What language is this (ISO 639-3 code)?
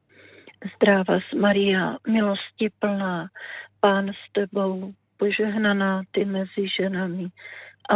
ces